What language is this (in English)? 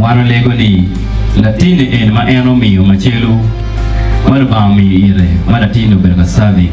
Acoli